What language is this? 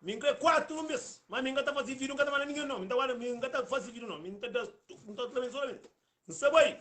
Kabuverdianu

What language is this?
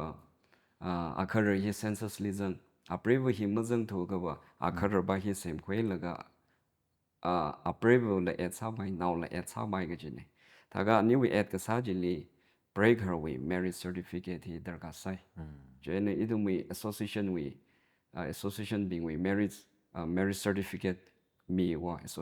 Tangkhul Naga (India)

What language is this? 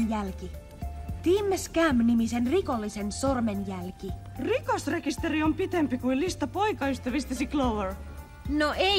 Finnish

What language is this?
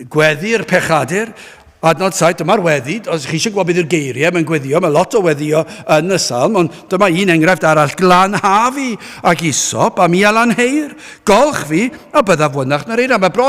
Welsh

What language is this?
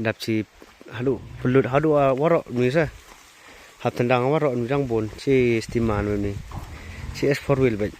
Khasi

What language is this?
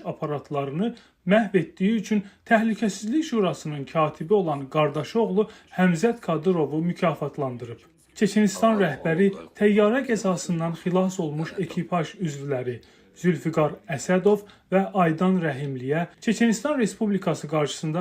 Azerbaijani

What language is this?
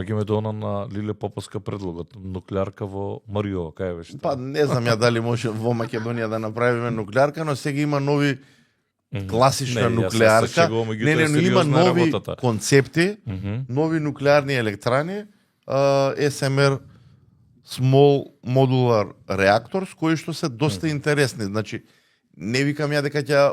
Macedonian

